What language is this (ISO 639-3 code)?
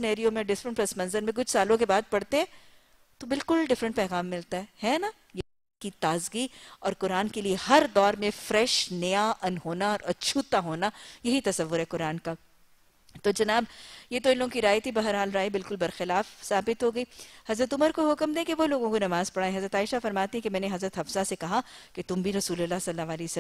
urd